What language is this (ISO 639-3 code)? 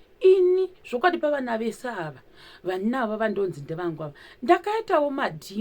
sna